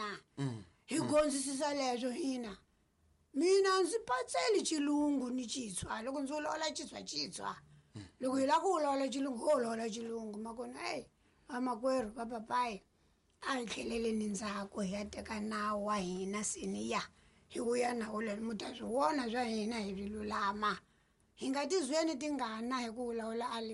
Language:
Tsonga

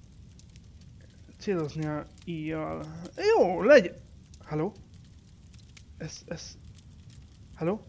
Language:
Hungarian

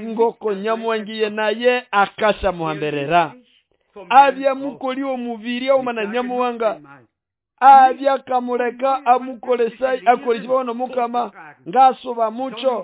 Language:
Nande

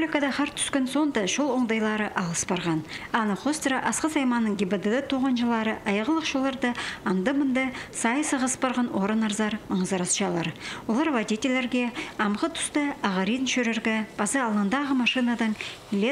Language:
Khakas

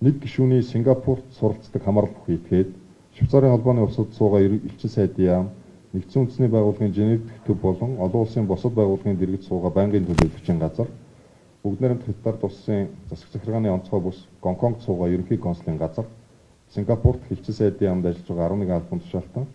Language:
Mongolian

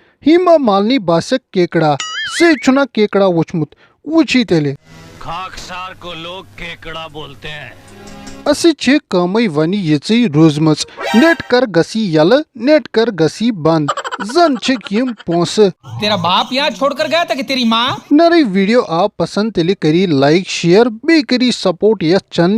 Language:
Kashmiri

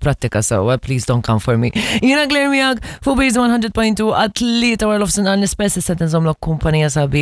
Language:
Maltese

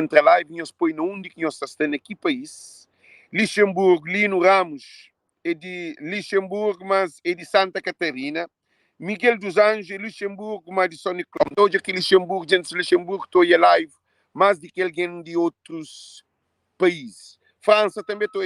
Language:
Kabuverdianu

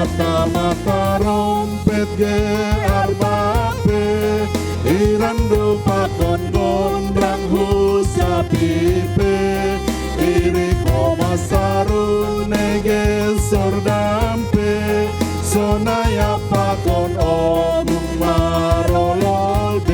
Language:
Batak Simalungun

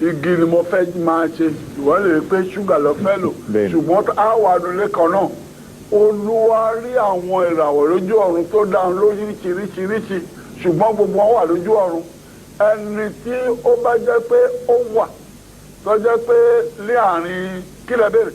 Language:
Yoruba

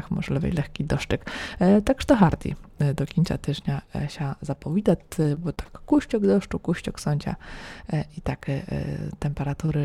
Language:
Rusyn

